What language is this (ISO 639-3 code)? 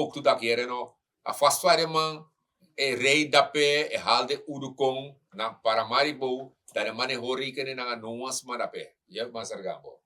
srn